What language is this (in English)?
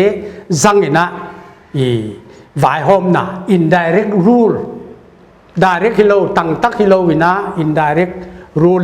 Paite Chin